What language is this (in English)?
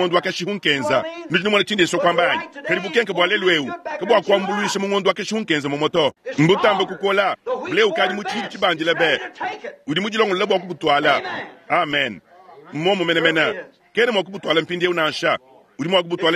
Luba-Lulua